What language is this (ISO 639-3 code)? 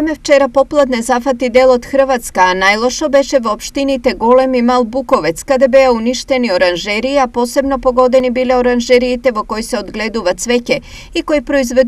mkd